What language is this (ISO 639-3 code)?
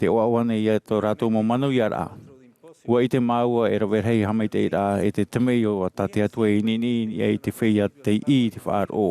tah